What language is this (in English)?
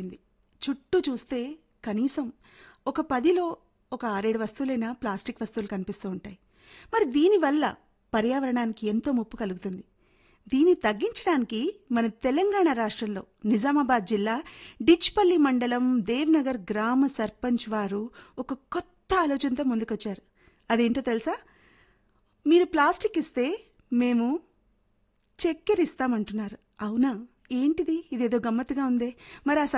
Telugu